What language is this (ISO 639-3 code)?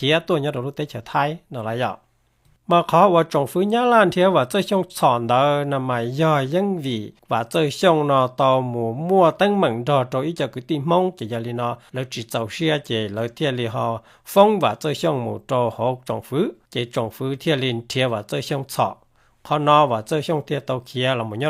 hmn